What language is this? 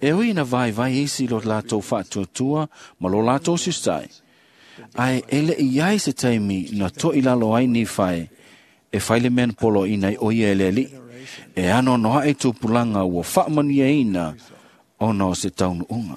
Samoan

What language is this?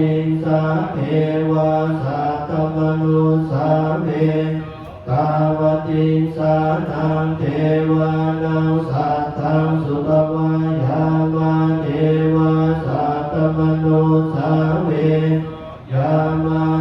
Pali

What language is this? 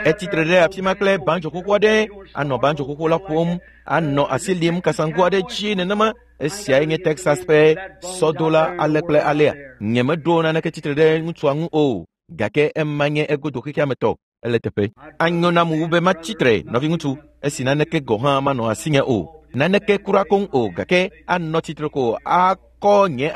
Ewe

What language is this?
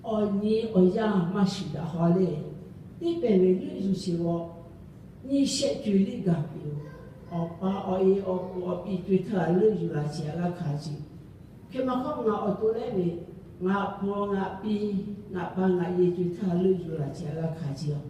Lahu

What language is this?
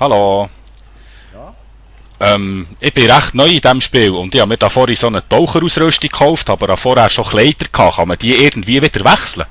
Swiss German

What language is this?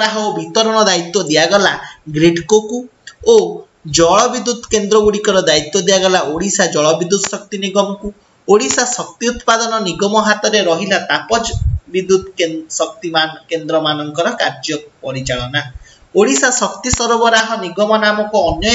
Odia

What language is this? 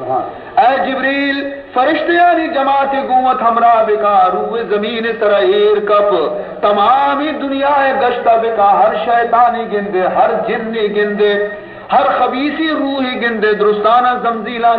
Baluchi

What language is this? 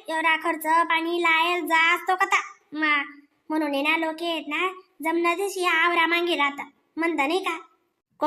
Khandesi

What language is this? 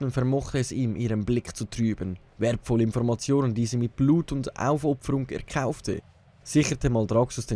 Swiss German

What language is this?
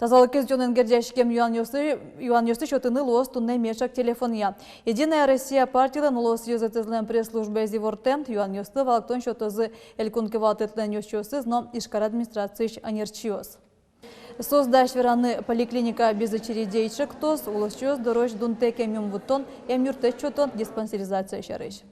Udmurt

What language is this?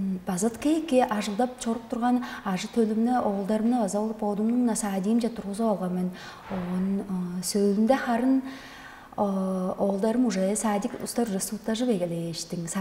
Tuvinian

